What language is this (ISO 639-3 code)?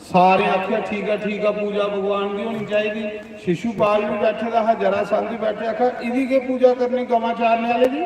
doi